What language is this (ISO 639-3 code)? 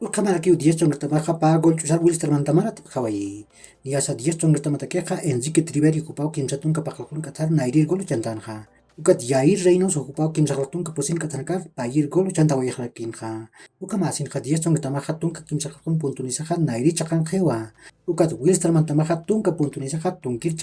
aym